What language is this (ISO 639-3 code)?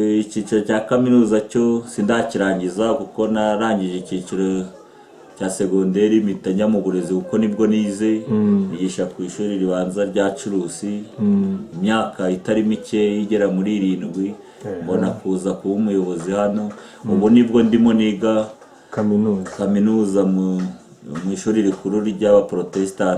kin